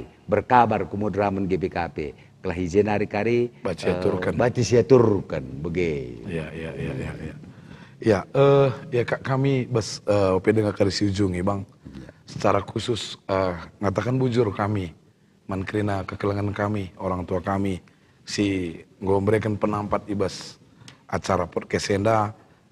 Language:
Batak Karo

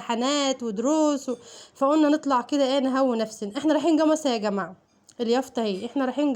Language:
Egyptian Arabic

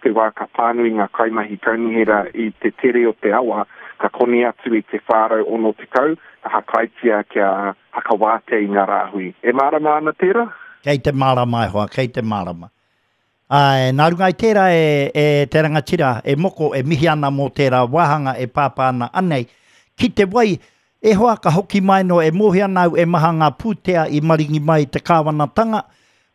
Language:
Māori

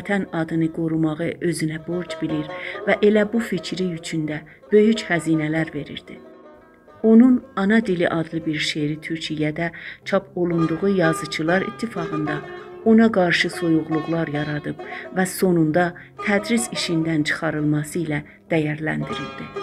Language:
South Azerbaijani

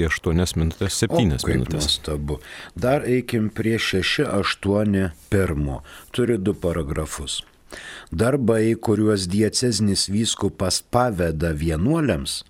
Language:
Lithuanian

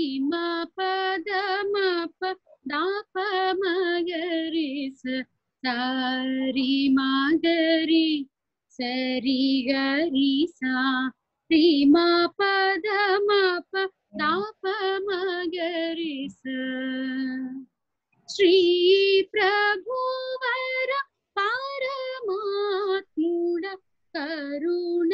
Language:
Telugu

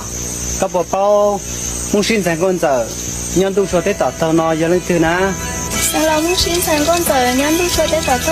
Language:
Hmong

